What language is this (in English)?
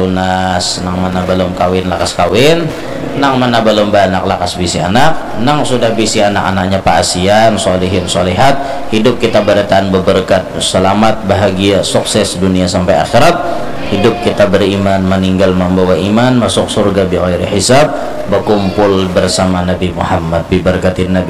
Banjar